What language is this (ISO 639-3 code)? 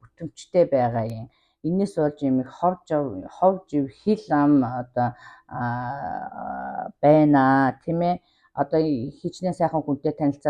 mon